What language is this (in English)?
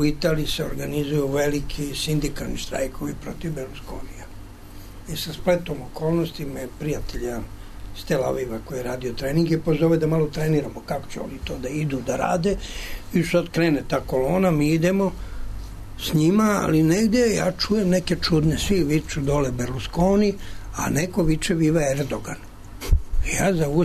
Serbian